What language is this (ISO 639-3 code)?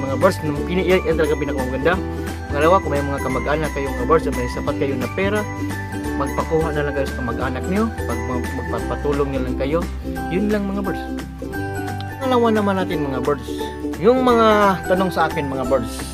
fil